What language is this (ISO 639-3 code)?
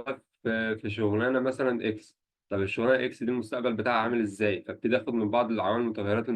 arz